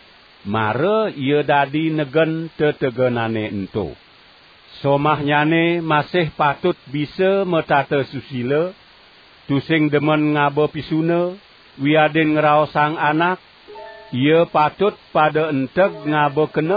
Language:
Balinese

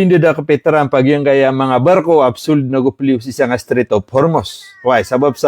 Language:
Maranao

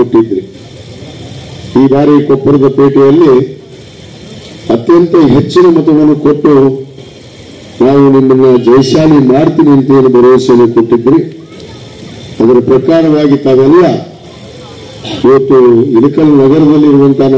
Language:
Kannada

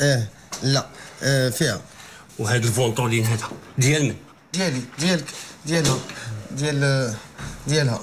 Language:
Moroccan Arabic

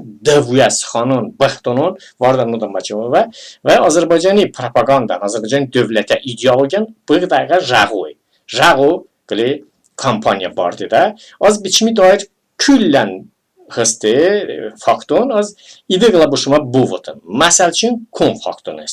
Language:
Talysh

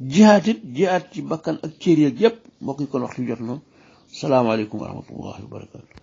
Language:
Wolof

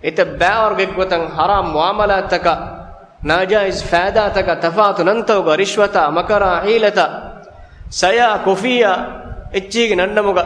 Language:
Divehi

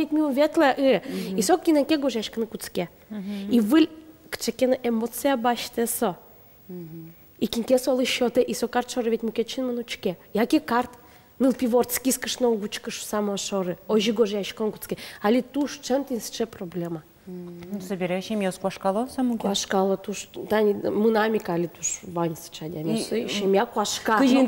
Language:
Udmurt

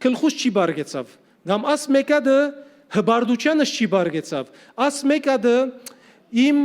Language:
Western Armenian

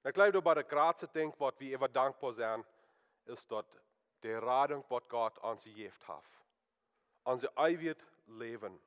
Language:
Plautdietsch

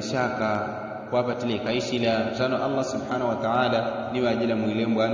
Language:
Yao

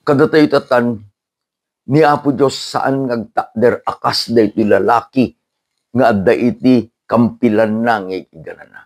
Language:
Iloko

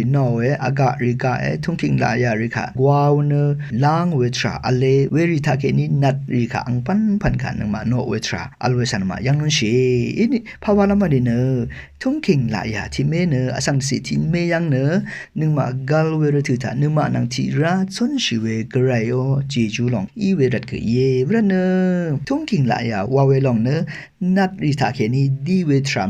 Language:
Rawang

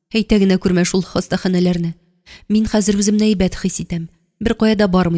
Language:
Tatar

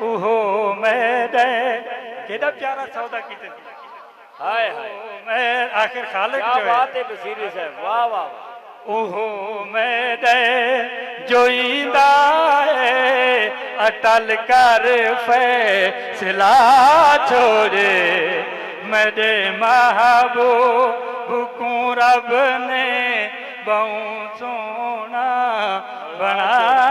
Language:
Saraiki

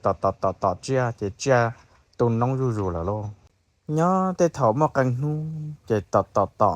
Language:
Hmong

